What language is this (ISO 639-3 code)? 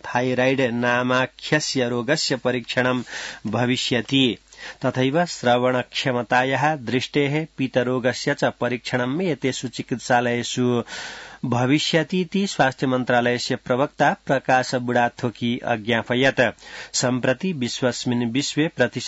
san